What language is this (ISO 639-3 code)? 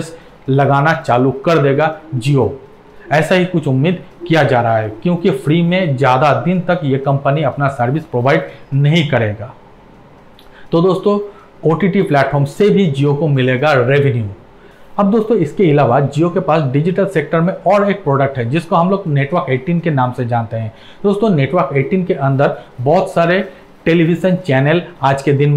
hin